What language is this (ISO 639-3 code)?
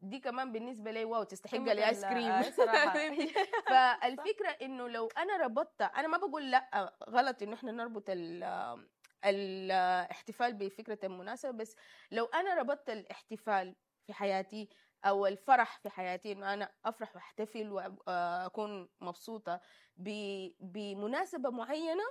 apd